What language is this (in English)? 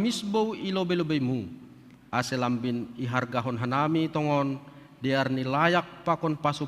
Batak Simalungun